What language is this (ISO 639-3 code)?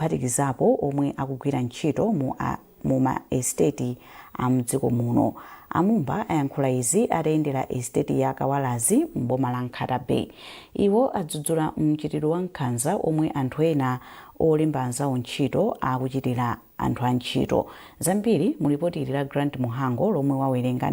nya